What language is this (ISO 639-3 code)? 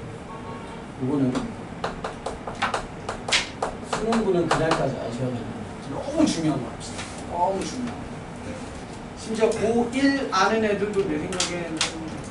kor